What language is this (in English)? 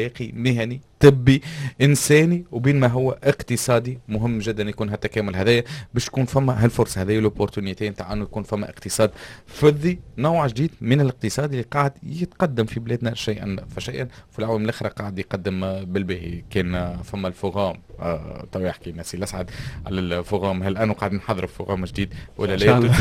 Tunisian Arabic